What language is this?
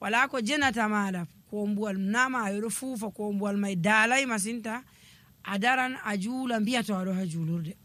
Nigerian Fulfulde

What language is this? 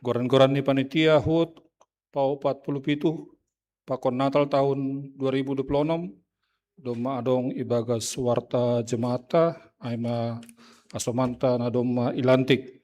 Batak Simalungun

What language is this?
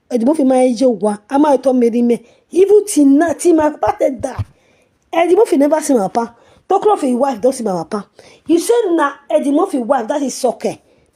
Nigerian Pidgin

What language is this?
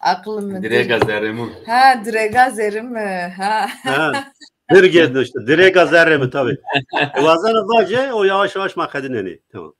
Zaza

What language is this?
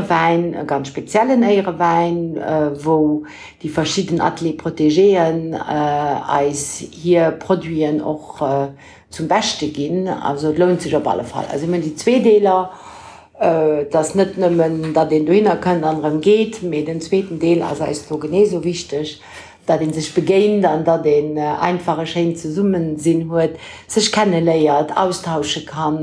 Luxembourgish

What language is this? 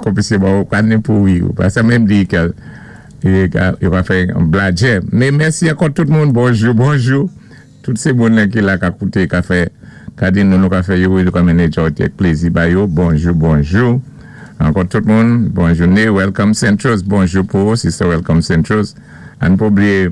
Saint Lucian Creole French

